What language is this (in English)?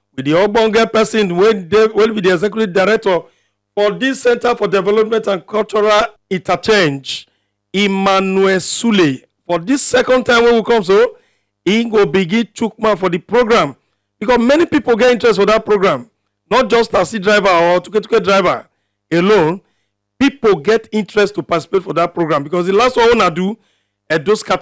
Nigerian Pidgin